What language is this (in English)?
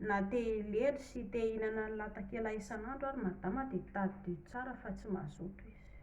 Malagasy